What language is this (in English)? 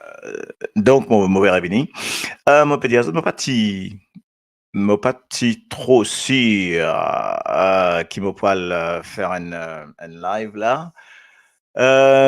Morisyen